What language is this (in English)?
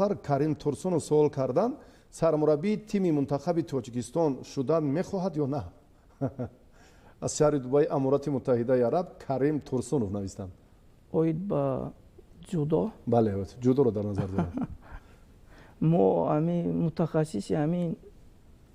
Tajik